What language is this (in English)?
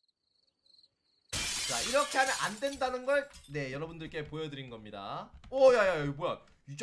Korean